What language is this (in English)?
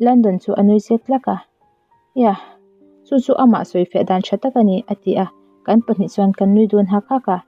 Mizo